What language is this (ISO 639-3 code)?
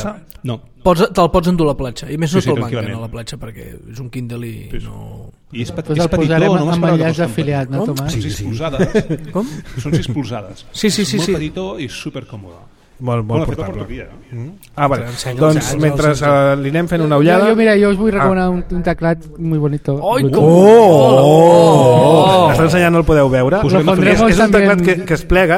cat